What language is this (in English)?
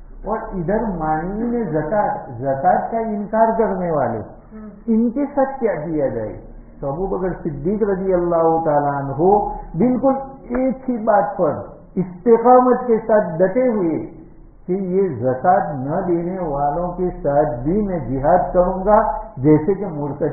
Urdu